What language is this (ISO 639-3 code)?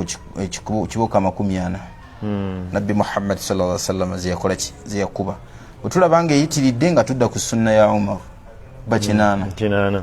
lug